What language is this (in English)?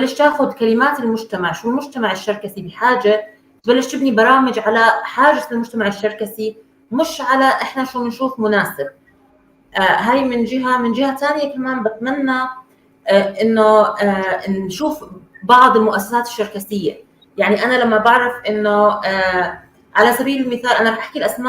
North Levantine Arabic